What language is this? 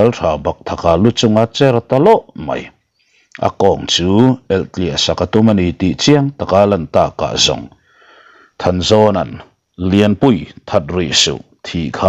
Mizo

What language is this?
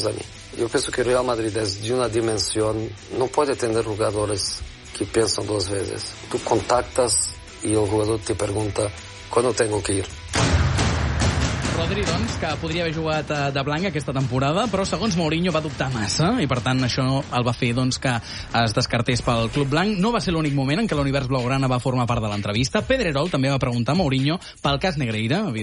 Catalan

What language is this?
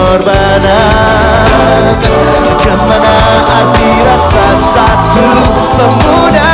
Indonesian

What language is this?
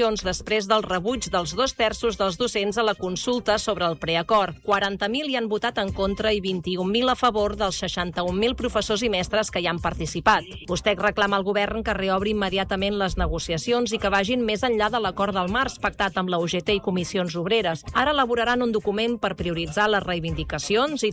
Catalan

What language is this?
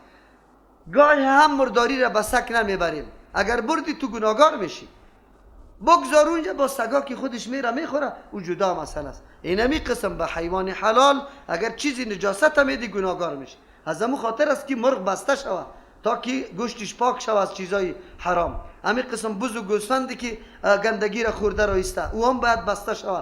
Persian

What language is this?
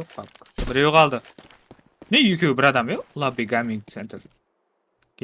Kara-Kalpak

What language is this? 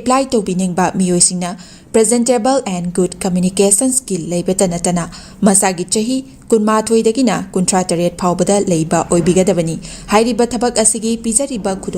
Manipuri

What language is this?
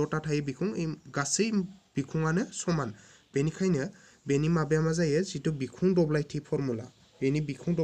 Bodo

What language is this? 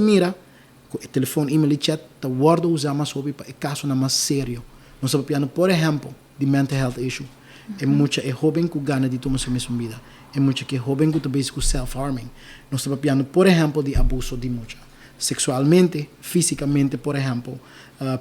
Papiamento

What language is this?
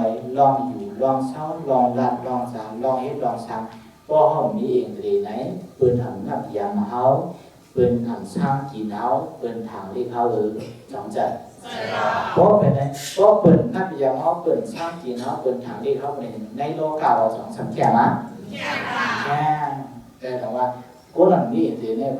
Shan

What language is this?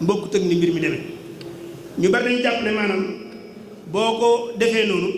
Wolof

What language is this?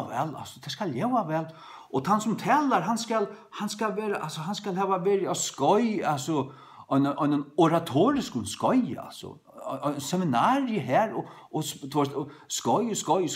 Faroese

